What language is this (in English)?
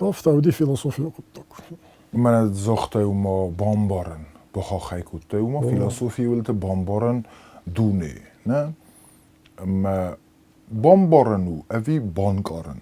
Ossetic